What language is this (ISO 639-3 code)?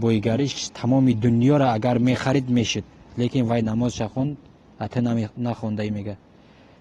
tgk